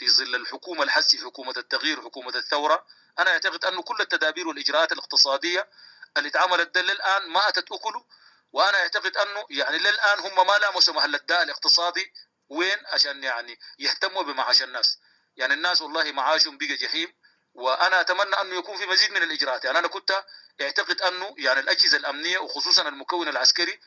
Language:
Sudanese Arabic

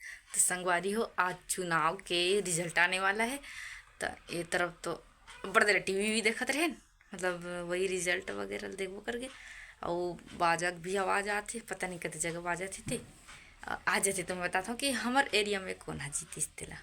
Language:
Chhattisgarhi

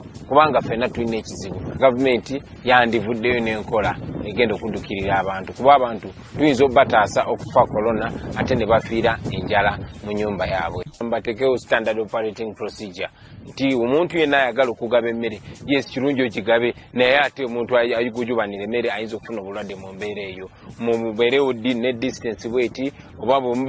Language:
Ganda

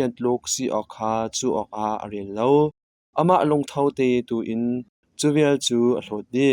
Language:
Hakha Chin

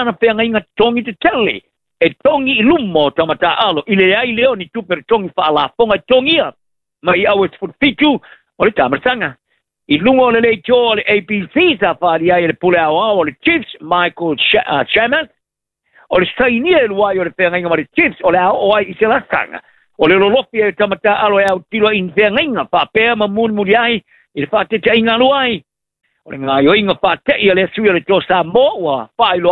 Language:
Samoan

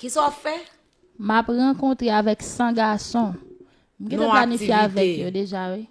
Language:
Haitian Creole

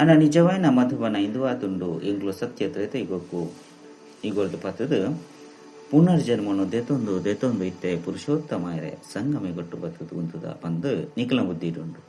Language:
Tulu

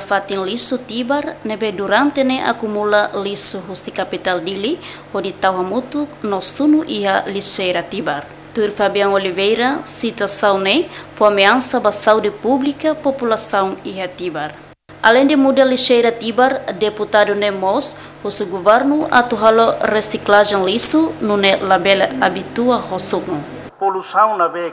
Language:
Tetum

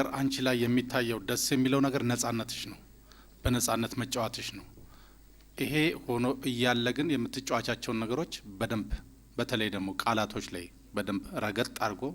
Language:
Amharic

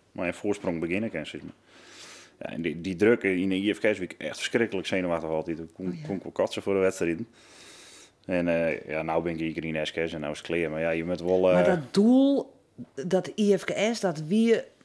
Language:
Western Frisian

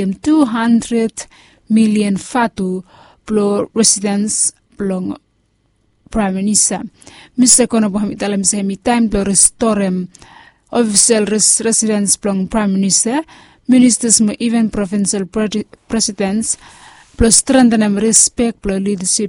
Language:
Bislama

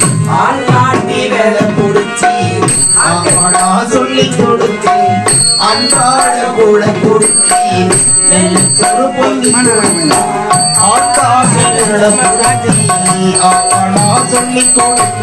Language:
Tamil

